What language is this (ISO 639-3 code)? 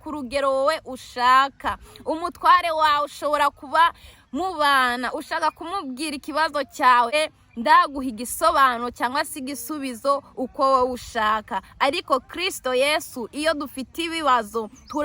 kin